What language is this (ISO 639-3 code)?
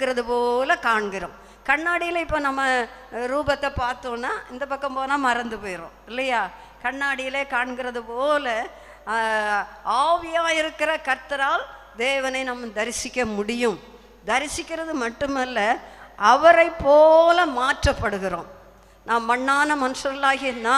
tam